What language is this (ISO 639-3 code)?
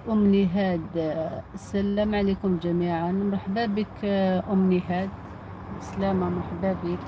arq